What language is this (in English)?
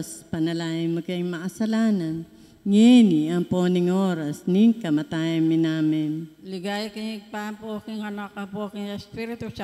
Pampanga